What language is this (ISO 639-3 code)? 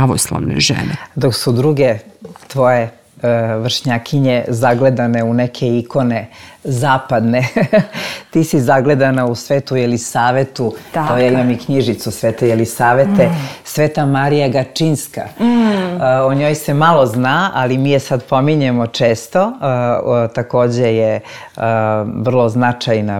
srp